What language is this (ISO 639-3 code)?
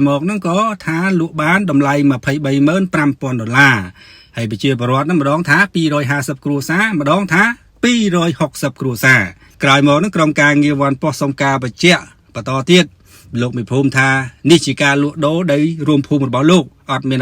khm